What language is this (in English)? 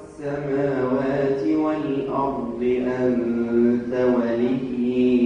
Egyptian Arabic